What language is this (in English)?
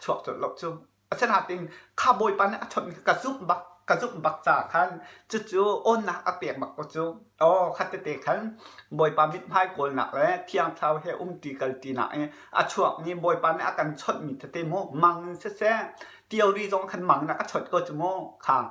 Hakha Chin